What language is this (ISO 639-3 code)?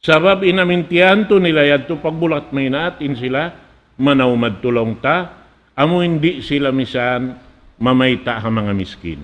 tsg